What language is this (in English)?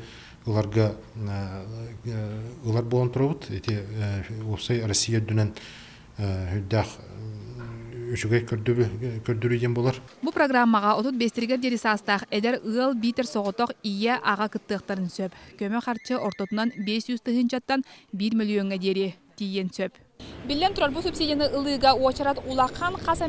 Yakut